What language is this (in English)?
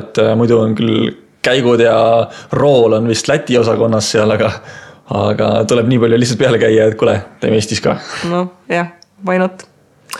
Estonian